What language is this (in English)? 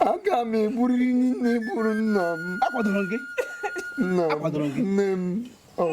Igbo